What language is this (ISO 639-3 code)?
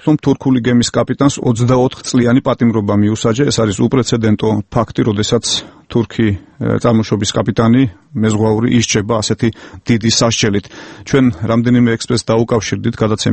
kat